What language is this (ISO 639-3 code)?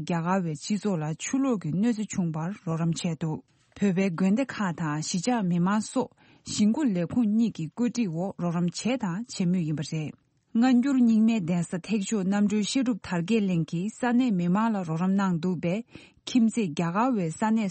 bod